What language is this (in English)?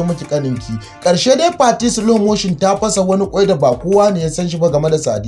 Hausa